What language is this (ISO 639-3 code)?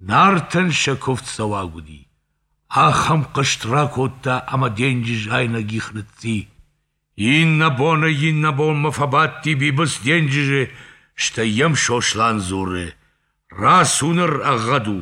oss